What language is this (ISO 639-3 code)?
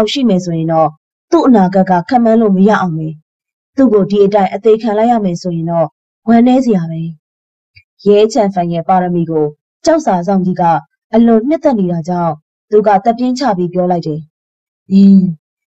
mya